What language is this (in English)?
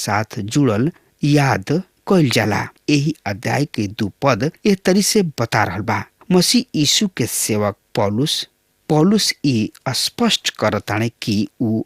Bhojpuri